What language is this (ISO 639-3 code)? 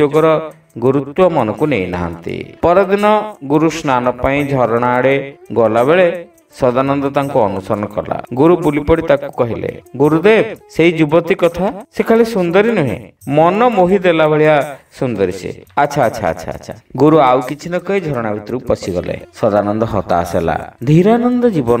ori